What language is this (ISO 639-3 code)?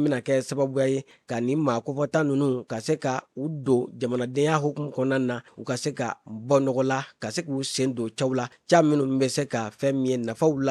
bam